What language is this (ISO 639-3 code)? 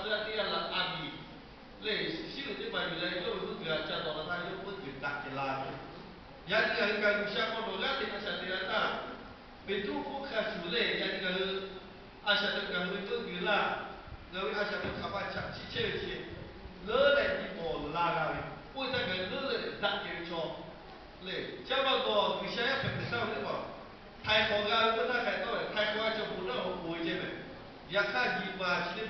lhu